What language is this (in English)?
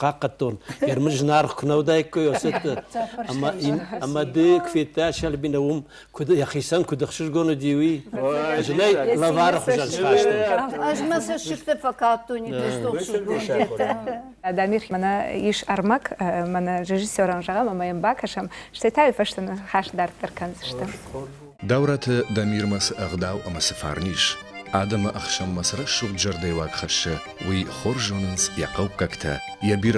Ossetic